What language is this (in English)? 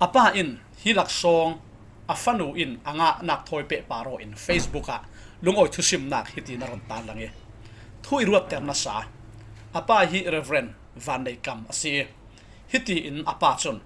Falam Chin